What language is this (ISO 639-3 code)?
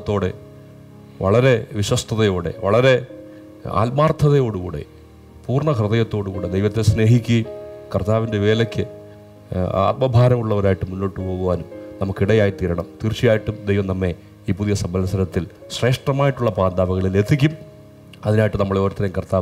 mal